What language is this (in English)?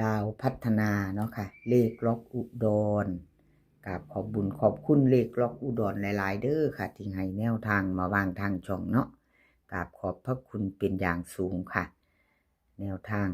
Northeastern Thai